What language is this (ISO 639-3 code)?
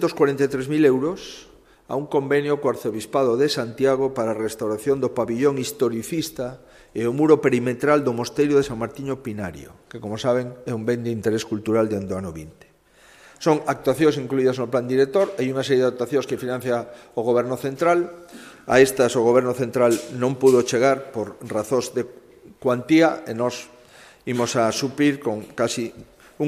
glg